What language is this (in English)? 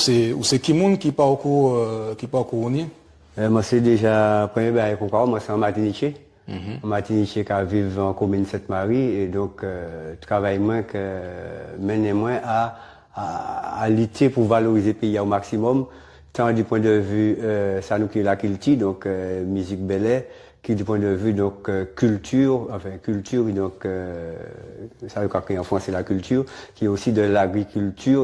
Guadeloupean Creole French